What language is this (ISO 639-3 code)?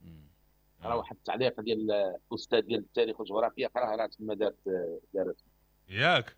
ary